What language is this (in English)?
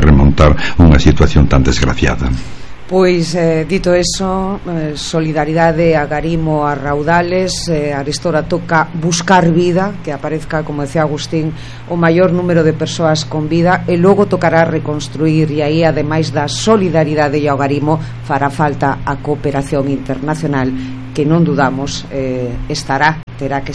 Galician